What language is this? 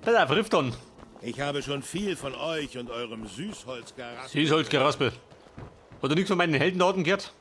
Bavarian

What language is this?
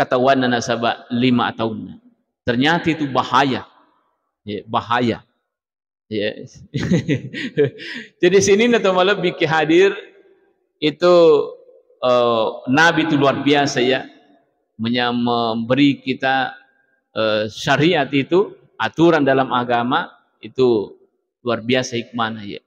Buginese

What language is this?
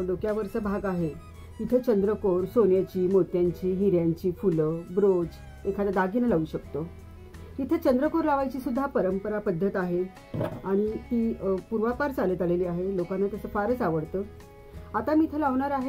Marathi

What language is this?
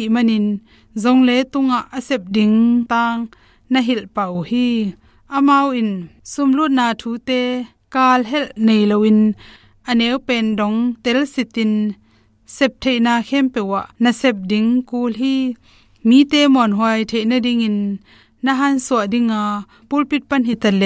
Tedim Chin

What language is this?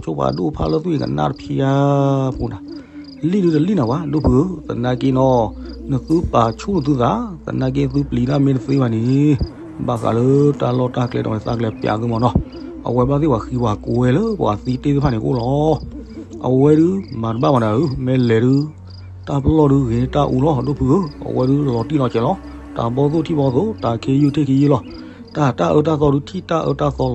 S'gaw Karen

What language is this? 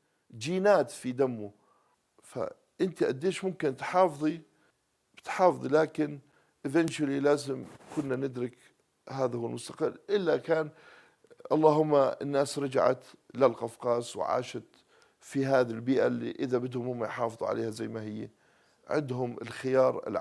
North Levantine Arabic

